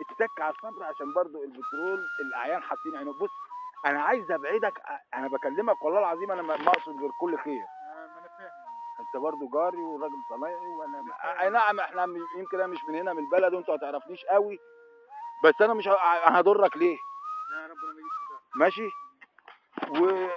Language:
Egyptian Arabic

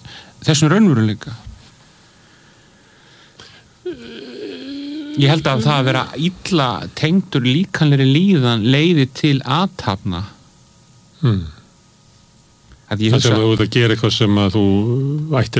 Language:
Icelandic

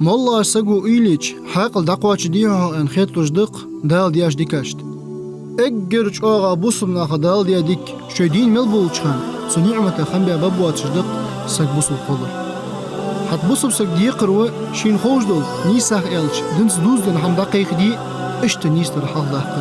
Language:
Ingush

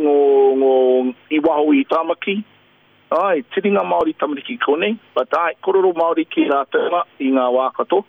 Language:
Māori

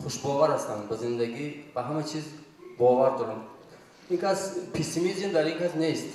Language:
Tajik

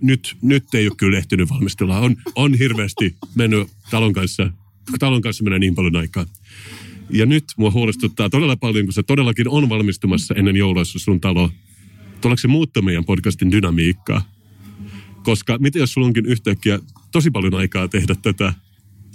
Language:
Finnish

